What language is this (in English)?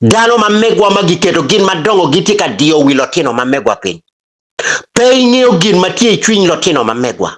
Acoli